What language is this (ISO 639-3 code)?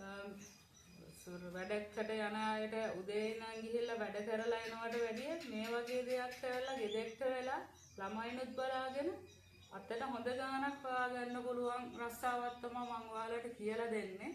sin